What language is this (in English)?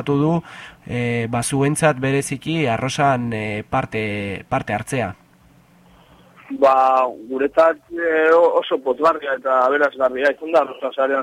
Basque